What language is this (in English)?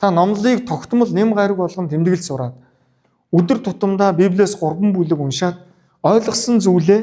Mongolian